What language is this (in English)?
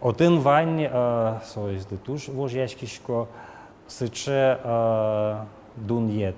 Udmurt